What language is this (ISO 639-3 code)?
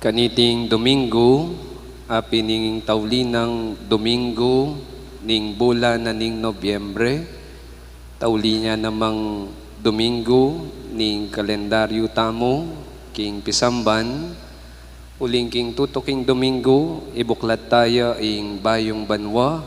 pam